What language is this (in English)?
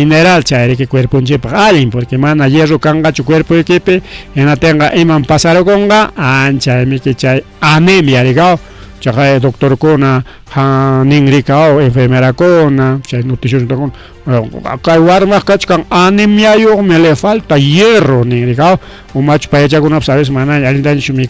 Ayacucho Quechua